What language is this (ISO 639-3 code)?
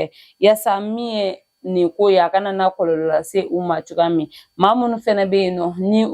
bam